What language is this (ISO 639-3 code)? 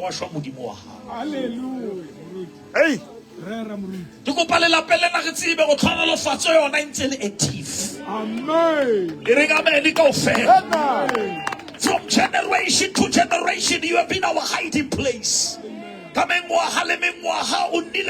sot